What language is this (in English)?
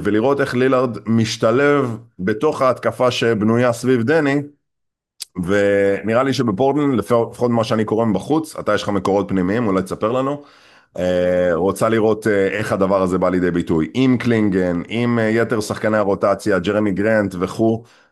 Hebrew